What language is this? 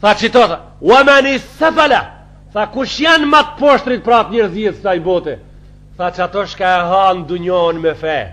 Albanian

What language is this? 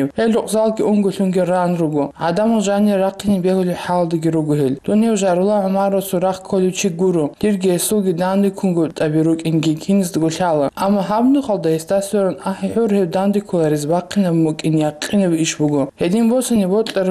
Avaric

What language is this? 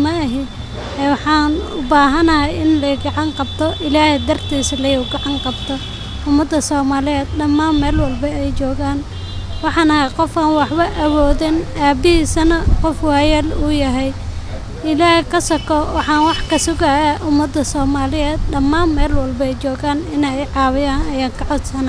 Somali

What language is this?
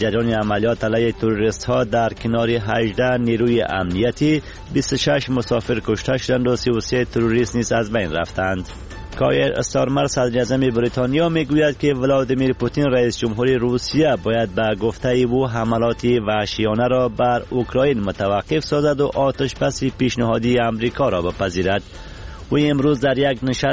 Persian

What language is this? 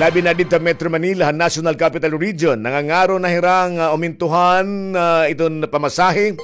Waray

